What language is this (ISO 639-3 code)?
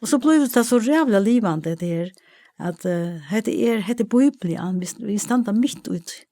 fao